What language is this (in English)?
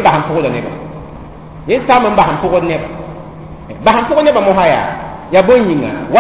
Mossi